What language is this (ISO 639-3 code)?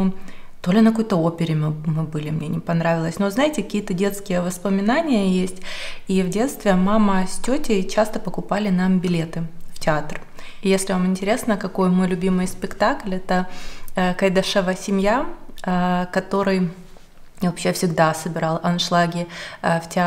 rus